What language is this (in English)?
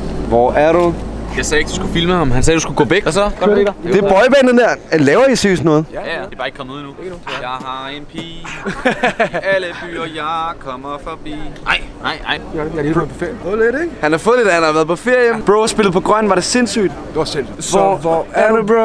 Danish